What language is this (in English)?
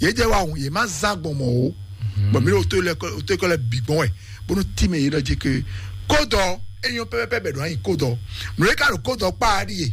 Fon